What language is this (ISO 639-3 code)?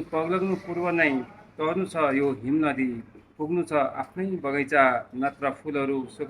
nep